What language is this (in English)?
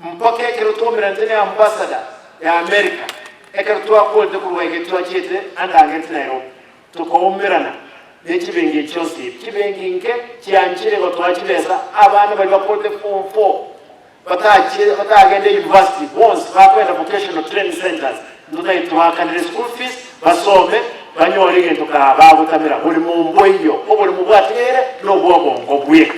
Gusii